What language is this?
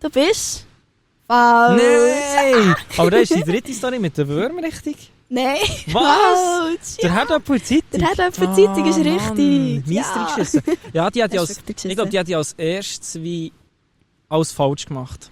Swiss German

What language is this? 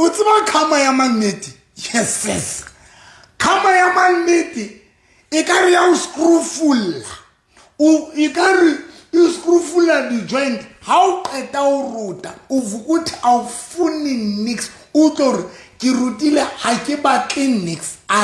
Southern Sotho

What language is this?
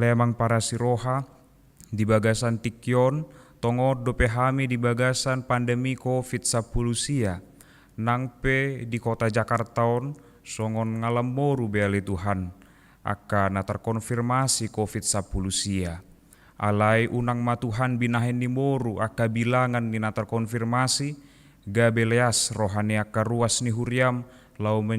Batak Toba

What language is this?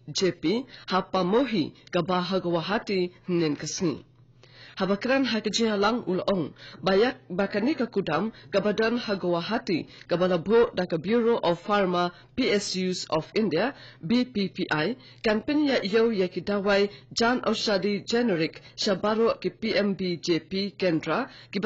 Khasi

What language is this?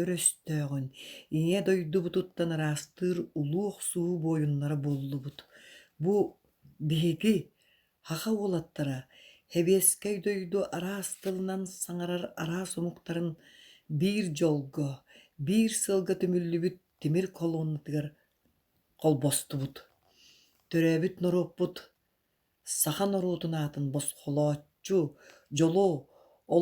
Yakut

